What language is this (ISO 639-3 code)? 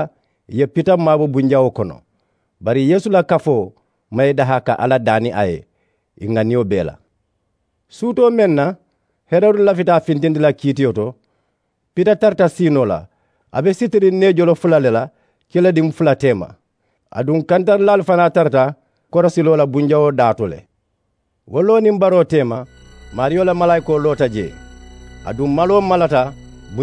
man